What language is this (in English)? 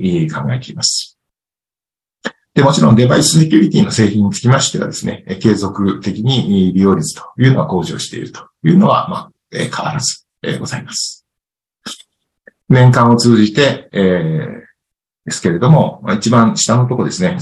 Japanese